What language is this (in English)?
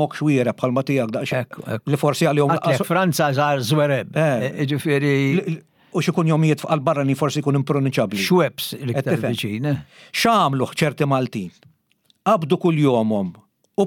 Maltese